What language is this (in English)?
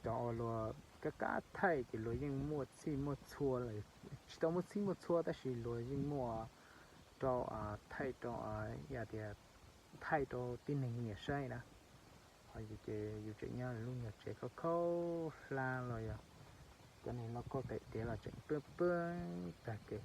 Hmong